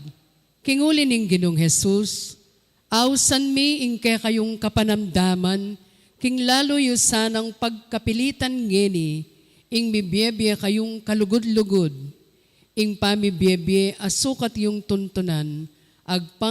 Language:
Pampanga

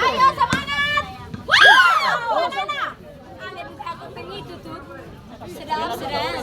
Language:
Ambonese Malay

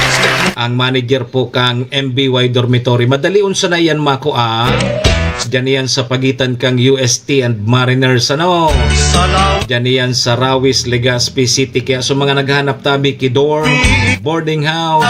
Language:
Bikol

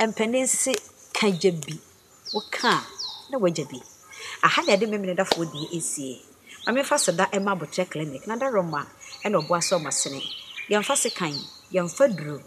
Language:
Akan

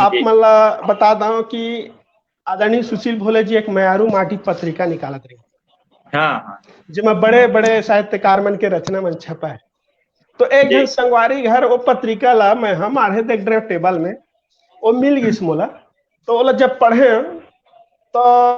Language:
Chhattisgarhi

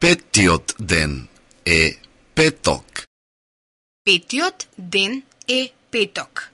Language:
Macedonian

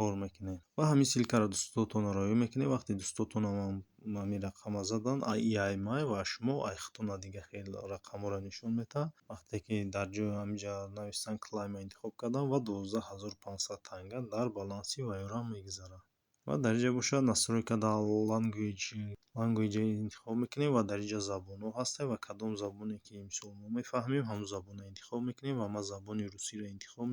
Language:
Tajik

